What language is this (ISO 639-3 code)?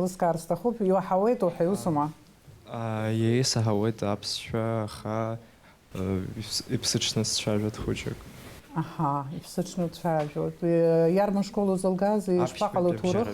abk